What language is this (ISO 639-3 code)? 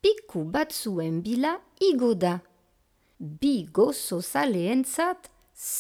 eus